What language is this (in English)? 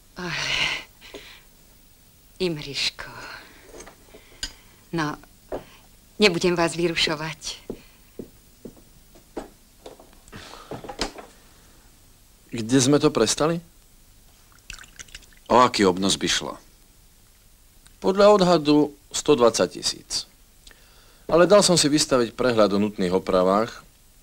Slovak